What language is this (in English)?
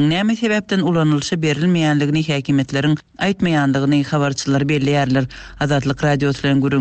Turkmen